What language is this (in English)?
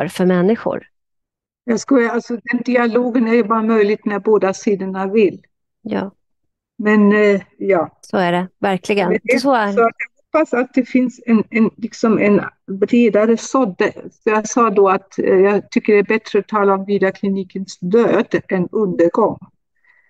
Swedish